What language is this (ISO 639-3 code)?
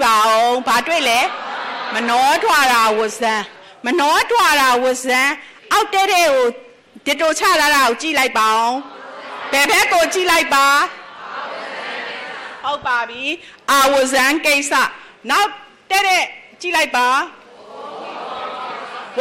mya